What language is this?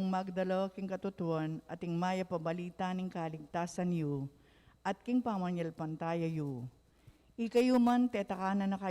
Pampanga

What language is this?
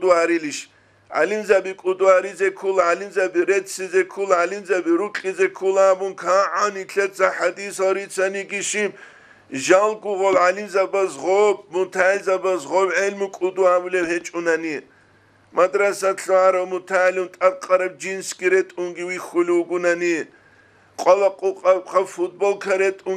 Avaric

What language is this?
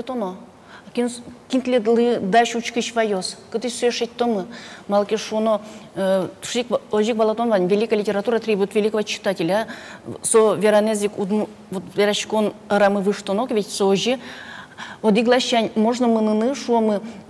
Udmurt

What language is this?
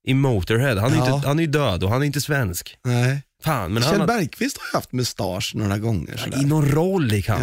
Swedish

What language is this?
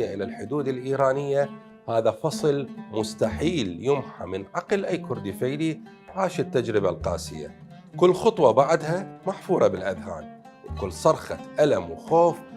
Mesopotamian Arabic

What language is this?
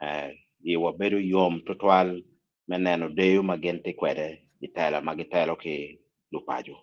Acoli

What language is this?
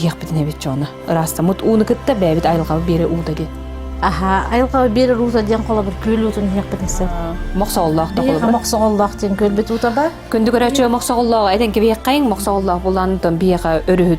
Yakut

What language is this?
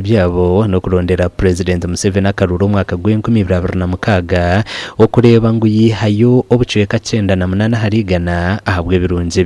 Nyankole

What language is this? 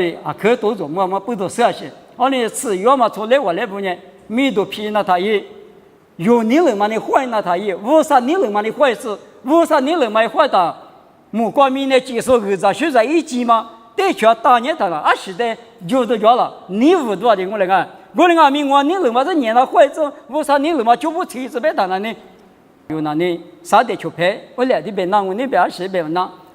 Lisu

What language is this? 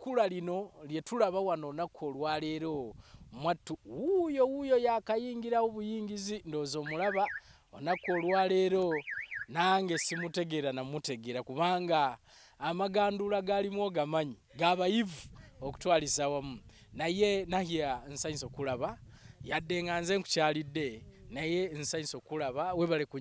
Ganda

